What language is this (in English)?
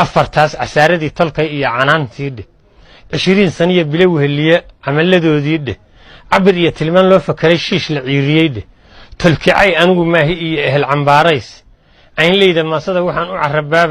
Somali